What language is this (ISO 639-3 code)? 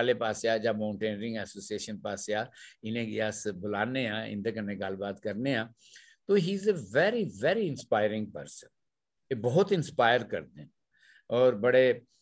doi